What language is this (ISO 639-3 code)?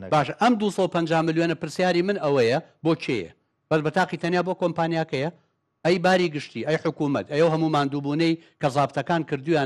ckb